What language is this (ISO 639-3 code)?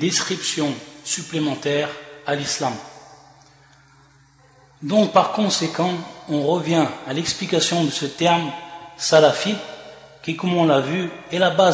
fra